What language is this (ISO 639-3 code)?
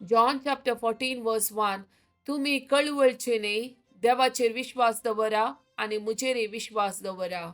kok